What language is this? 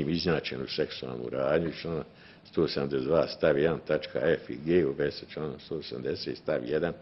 Bosnian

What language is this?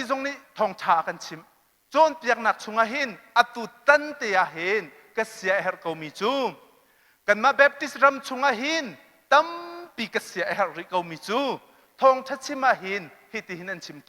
Hakha Chin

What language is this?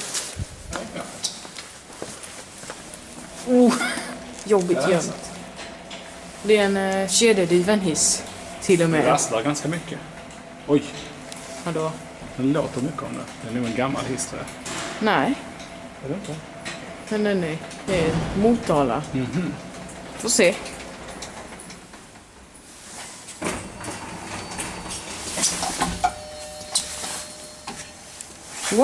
Swedish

